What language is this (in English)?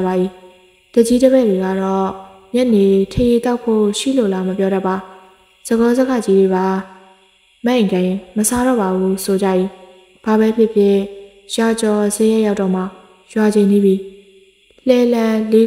Burmese